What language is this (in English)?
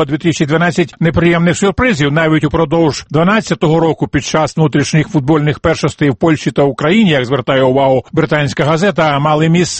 Ukrainian